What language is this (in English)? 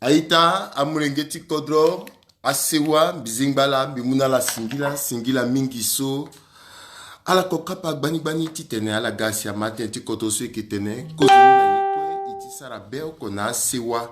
Sango